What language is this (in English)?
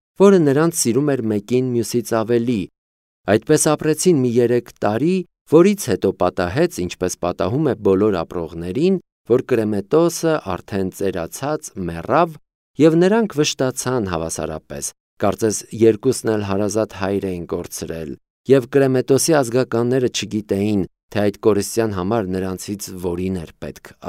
Armenian